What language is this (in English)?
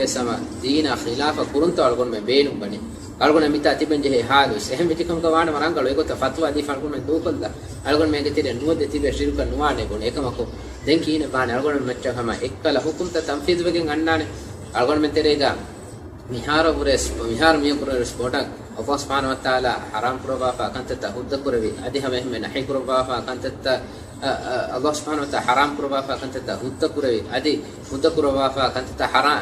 Divehi